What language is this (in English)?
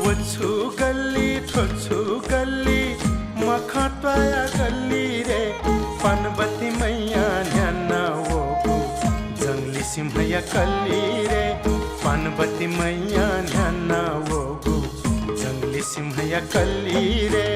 Newari